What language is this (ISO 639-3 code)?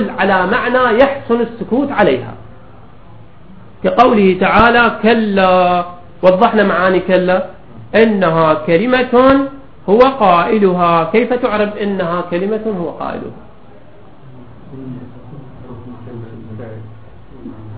ara